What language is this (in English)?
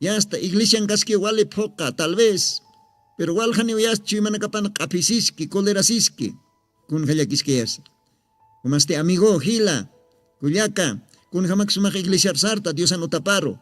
Aymara